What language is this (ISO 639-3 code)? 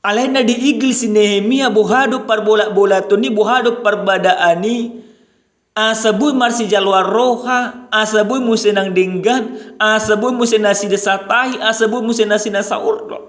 bbc